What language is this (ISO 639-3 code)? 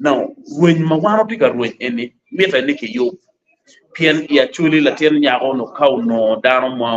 ach